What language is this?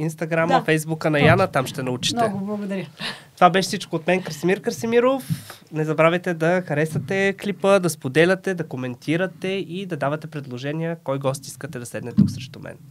Bulgarian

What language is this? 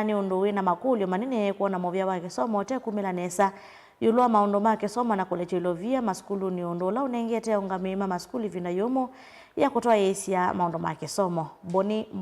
Kamba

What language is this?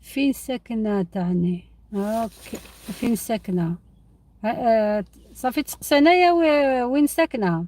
Algerian Arabic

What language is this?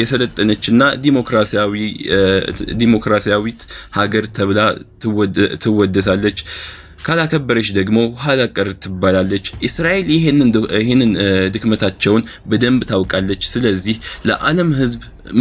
Amharic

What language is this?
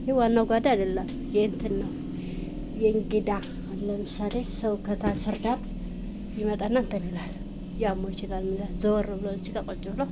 Amharic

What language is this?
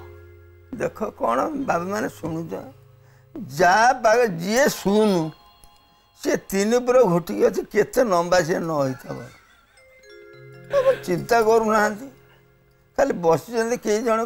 Odia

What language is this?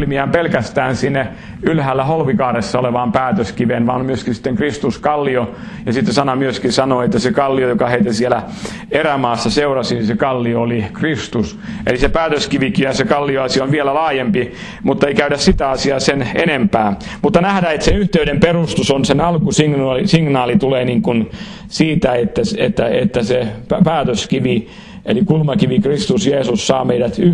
Finnish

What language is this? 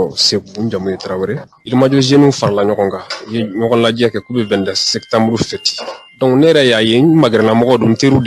Bambara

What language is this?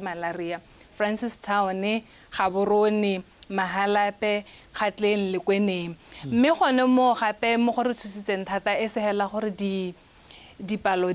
Tswana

